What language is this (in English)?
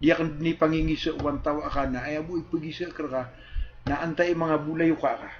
Maranao